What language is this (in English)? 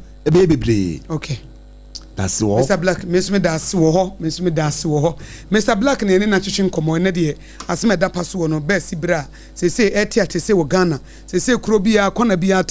Akan